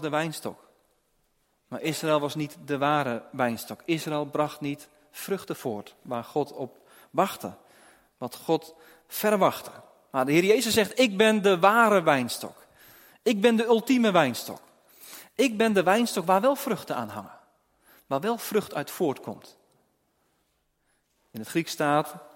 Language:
Dutch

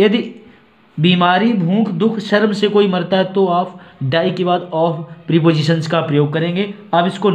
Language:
Hindi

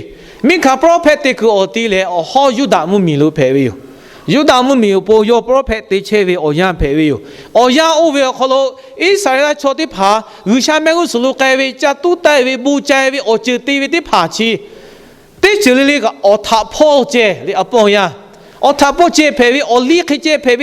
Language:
Lahu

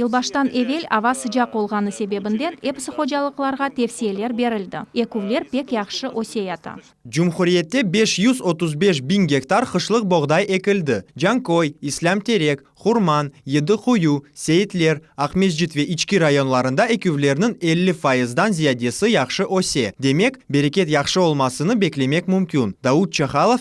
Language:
Crimean Tatar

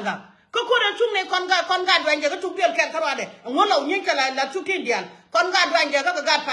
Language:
Nuer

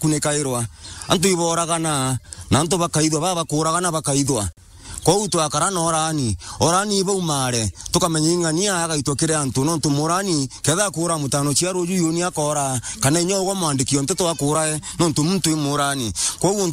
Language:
Meru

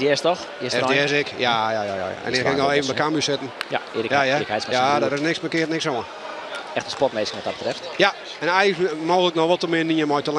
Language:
Western Frisian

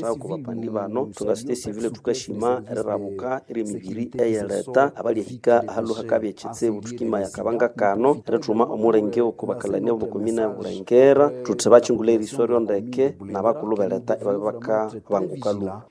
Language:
Nande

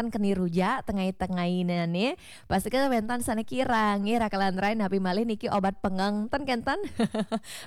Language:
Balinese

